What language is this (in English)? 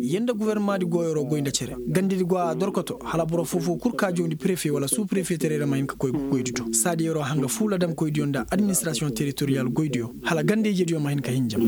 Koyraboro Senni